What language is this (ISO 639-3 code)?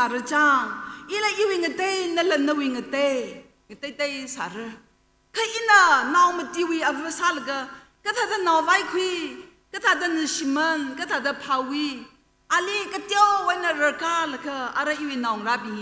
nmf